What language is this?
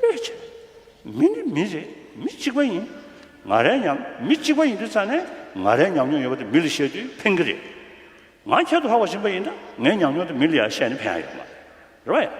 Tibetan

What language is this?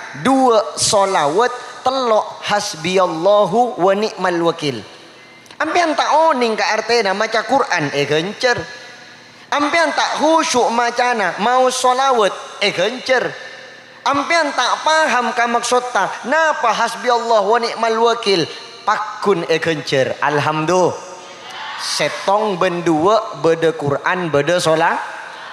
Madurese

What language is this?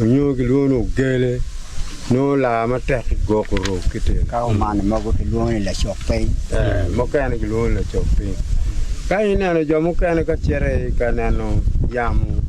Acoli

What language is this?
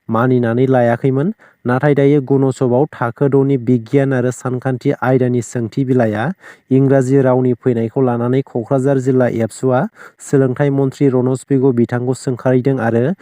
Bodo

